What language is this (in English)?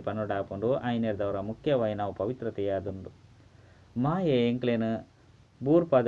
Tulu